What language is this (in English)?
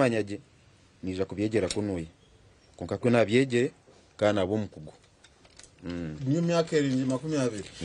Nyankole